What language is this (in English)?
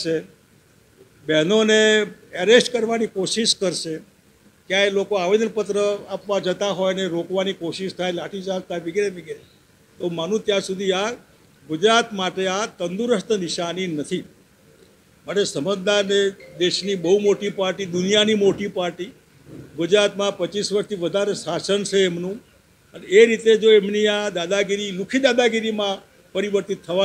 Gujarati